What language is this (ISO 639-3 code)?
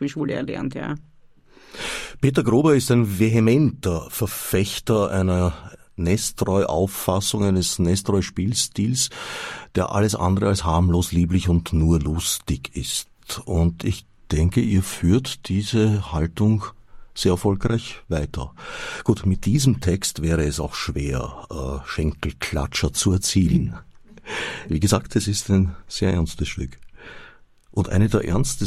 deu